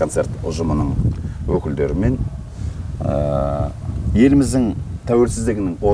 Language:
Kazakh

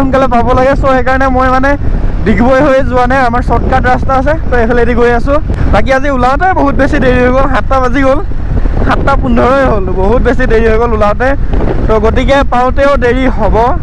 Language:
Assamese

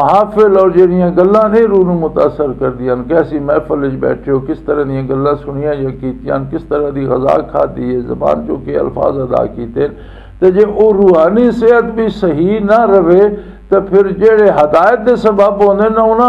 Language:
Western Panjabi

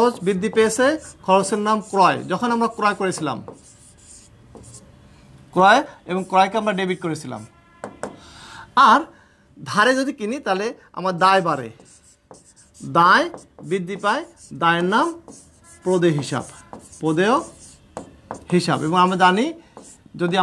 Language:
Bangla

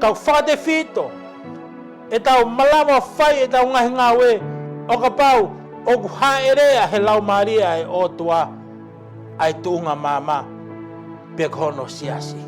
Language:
Tongan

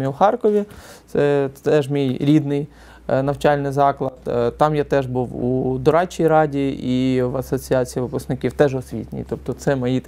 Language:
Ukrainian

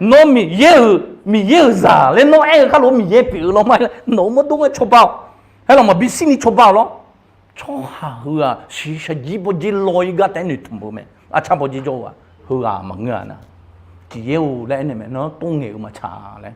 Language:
Akha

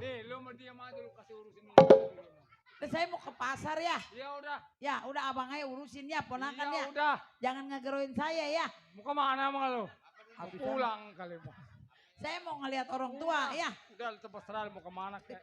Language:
Betawi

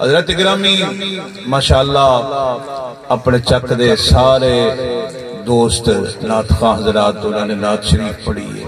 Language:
Saraiki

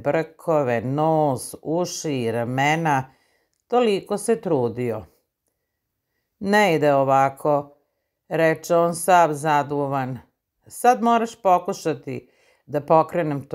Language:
Serbian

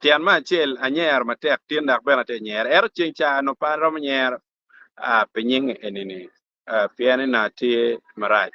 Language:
Acoli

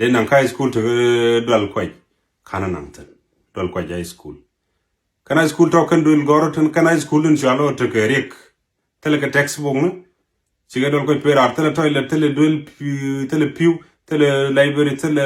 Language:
Nuer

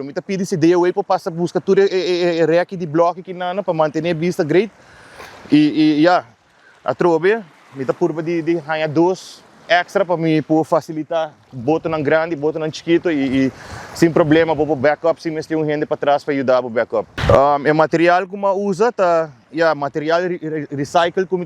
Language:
Papiamento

